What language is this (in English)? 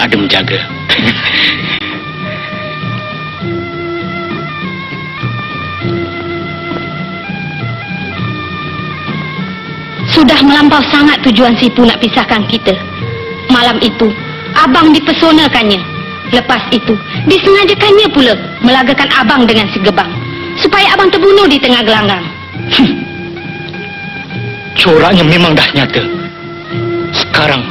Malay